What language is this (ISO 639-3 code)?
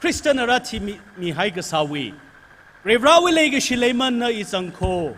nmf